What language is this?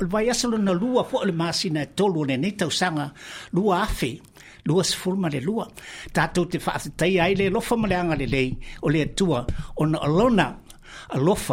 Samoan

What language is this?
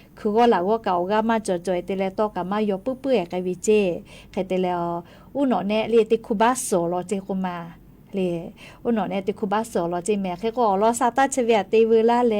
Lahu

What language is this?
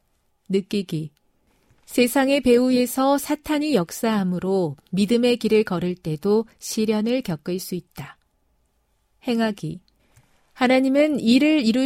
Korean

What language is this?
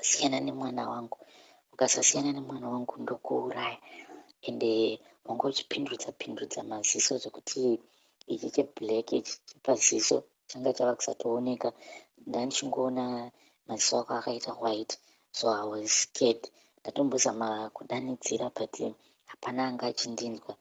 Shona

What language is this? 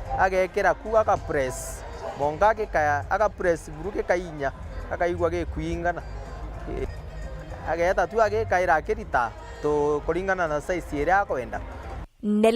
Meru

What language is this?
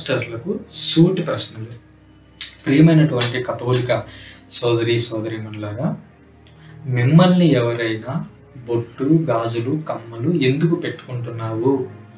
Telugu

